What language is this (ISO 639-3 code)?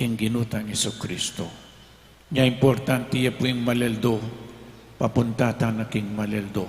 pam